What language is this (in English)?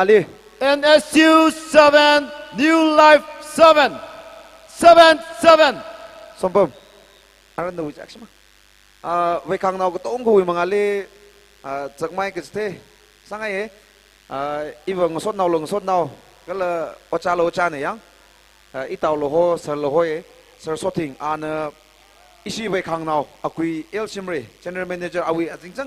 Tangkhul Naga (India)